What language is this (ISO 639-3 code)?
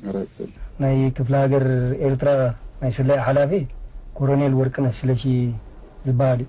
tir